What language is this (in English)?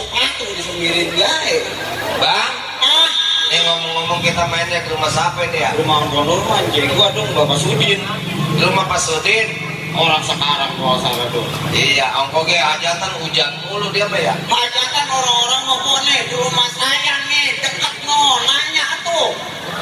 Betawi